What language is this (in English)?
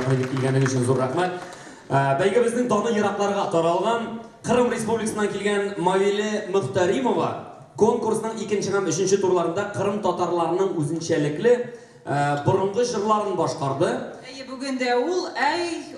Tatar